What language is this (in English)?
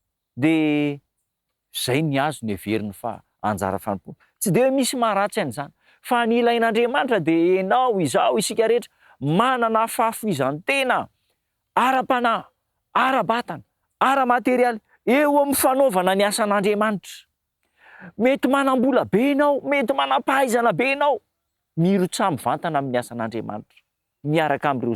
Malagasy